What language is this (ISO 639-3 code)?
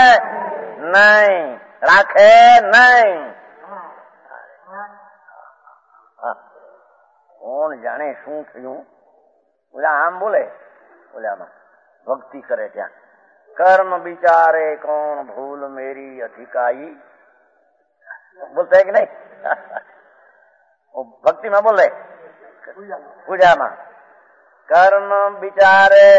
guj